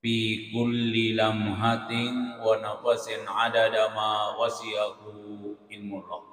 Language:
Buginese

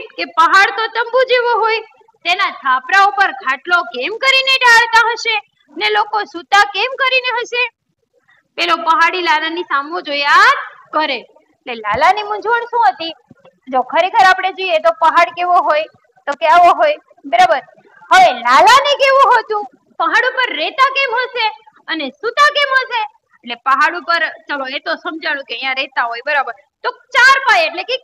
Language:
Gujarati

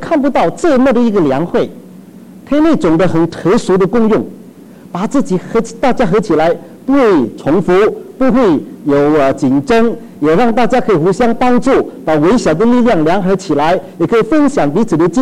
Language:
Chinese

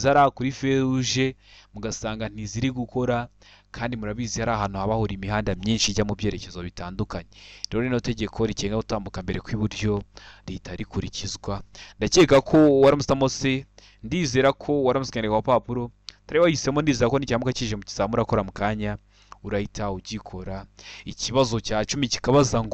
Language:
Kinyarwanda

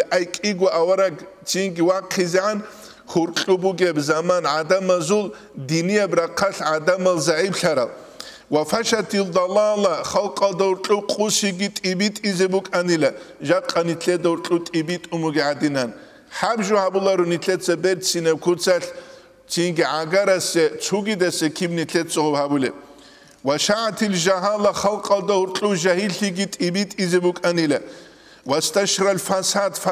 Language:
Avaric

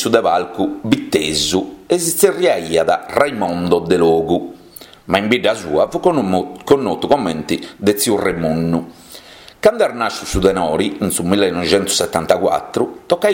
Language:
Sardinian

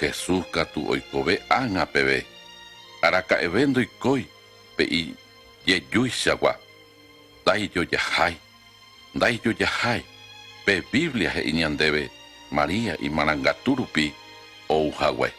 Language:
Guarani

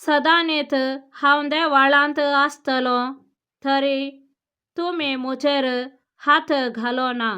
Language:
Konkani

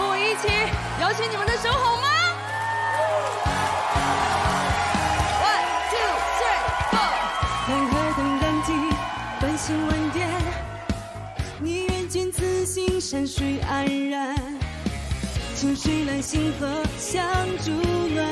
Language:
Chinese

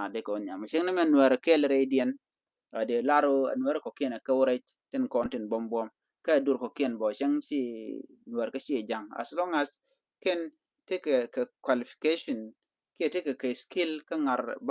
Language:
Nuer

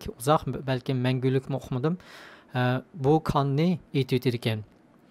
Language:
Uyghur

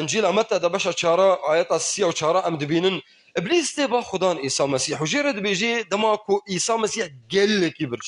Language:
Kurdish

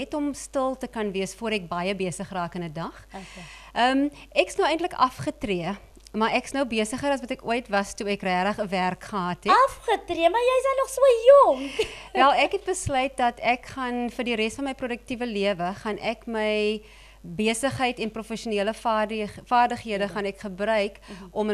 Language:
Afrikaans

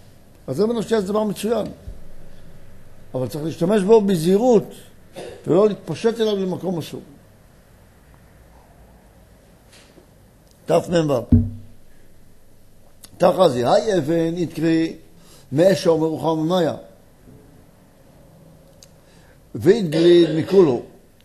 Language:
Hebrew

